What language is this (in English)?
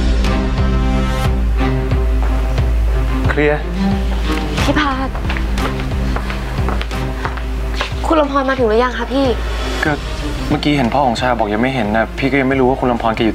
Thai